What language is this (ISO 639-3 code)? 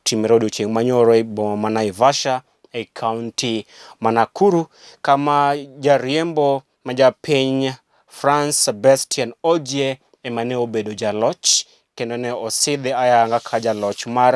luo